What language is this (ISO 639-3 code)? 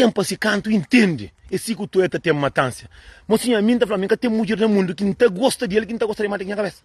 kea